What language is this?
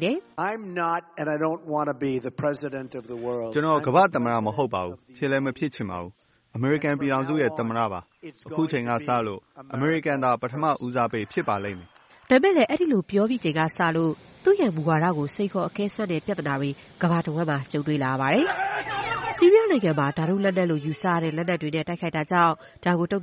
Burmese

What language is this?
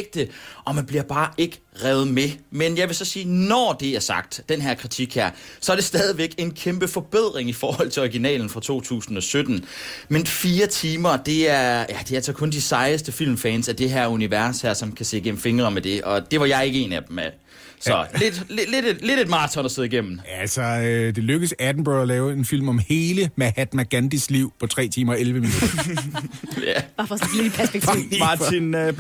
Danish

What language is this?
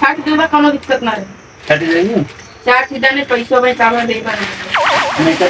Awadhi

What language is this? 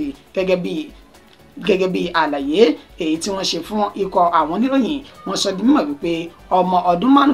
Yoruba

